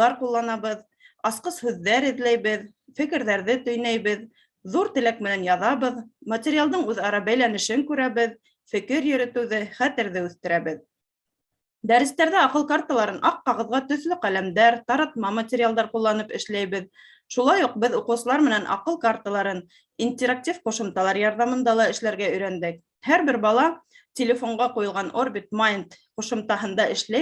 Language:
Bashkir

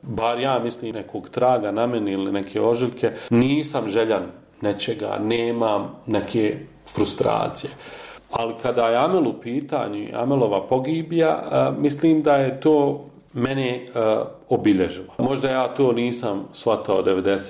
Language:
Bosnian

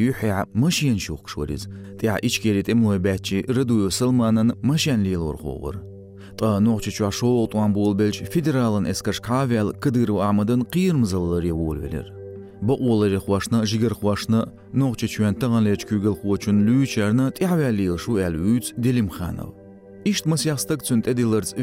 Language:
Chechen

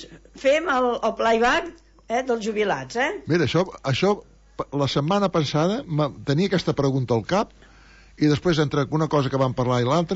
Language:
Catalan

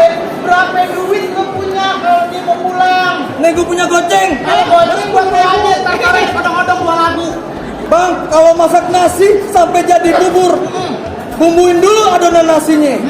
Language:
Betawi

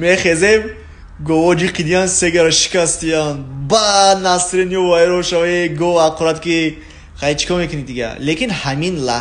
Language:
Tajik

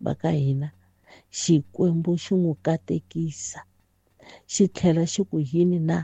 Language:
Tsonga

